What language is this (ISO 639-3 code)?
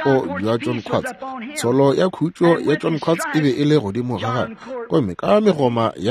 nso